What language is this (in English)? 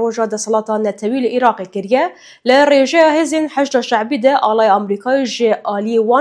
Kurdish